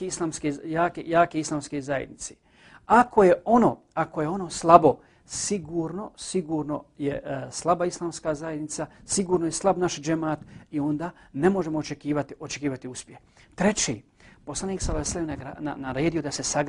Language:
Bosnian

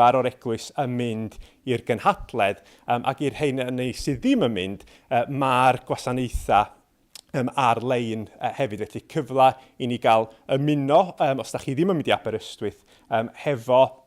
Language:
Welsh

